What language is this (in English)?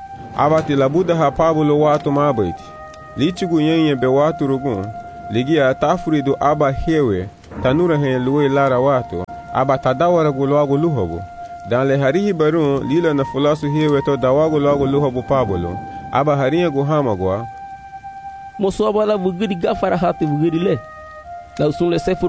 Garifuna